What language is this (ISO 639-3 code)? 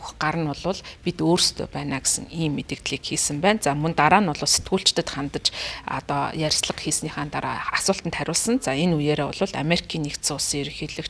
mon